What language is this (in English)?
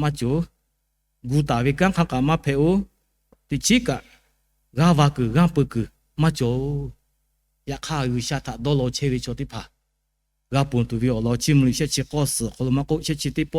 Lahu